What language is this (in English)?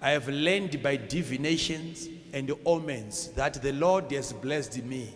Shona